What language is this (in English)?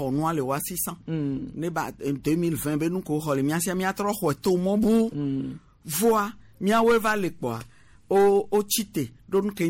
Gen